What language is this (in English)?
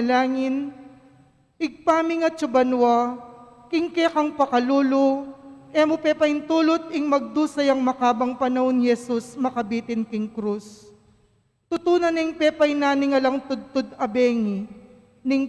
Pampanga